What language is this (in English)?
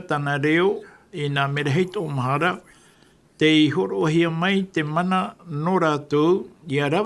Tahitian